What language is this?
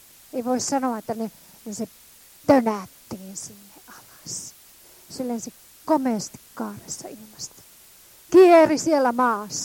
Finnish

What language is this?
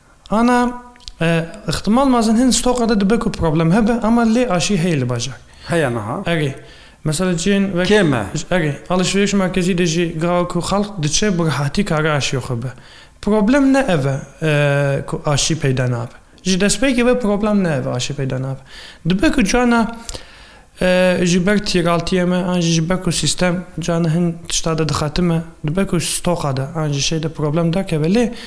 Kurdish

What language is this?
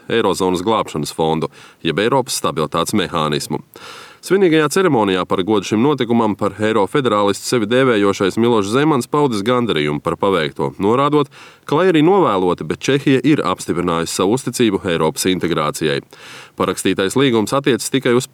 Latvian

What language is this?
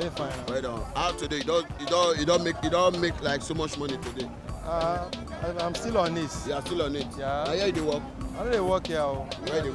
Nigerian Pidgin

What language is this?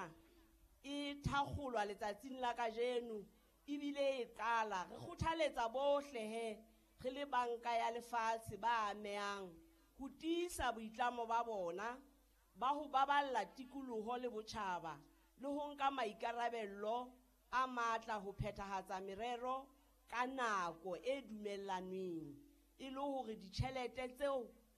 Southern Sotho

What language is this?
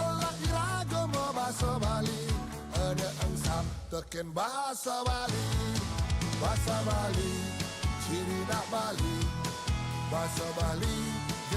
Balinese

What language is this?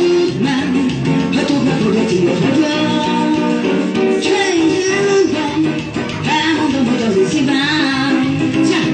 Hungarian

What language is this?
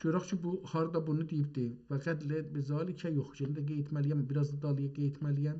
South Azerbaijani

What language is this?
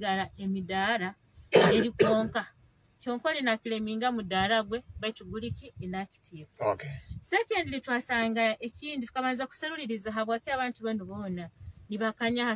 Nyoro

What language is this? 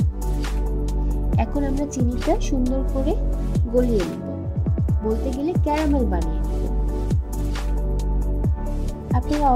Bangla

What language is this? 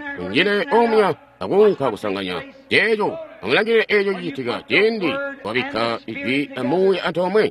Tonga (Zambia)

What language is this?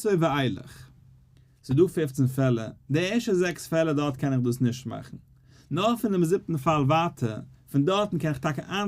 Yiddish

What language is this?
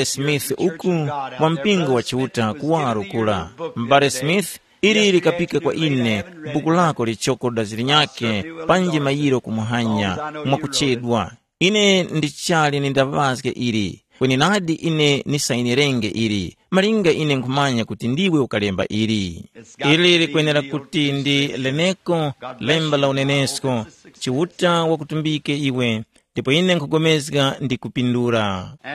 Tumbuka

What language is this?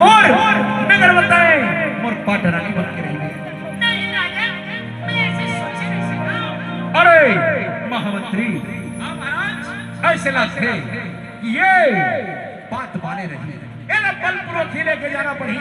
Chhattisgarhi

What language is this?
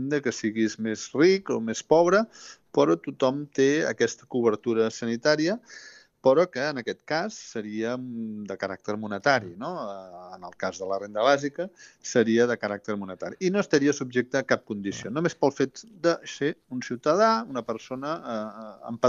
Catalan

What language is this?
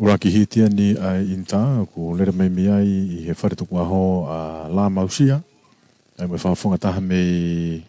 Tongan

